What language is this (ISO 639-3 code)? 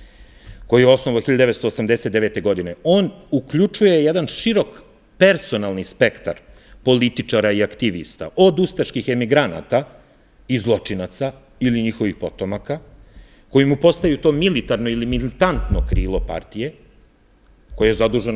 srp